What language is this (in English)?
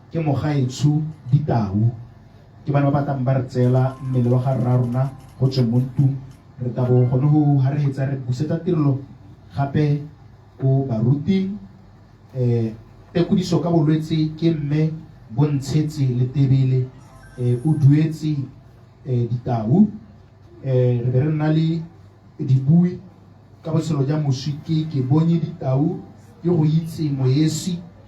Tswana